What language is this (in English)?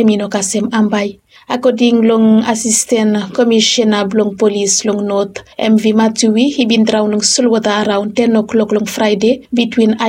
Bislama